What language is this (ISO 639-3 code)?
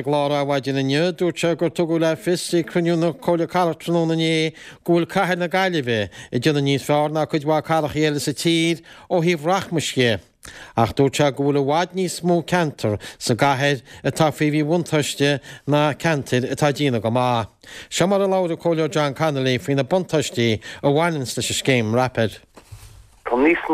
gle